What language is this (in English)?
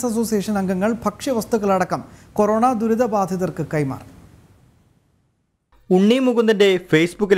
Malayalam